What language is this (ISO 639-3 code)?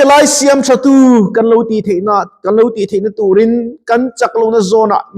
lus